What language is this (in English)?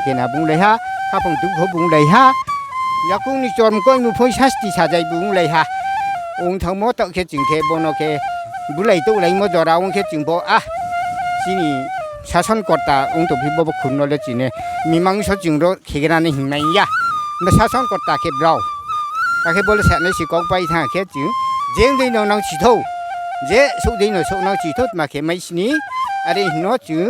Riang (India)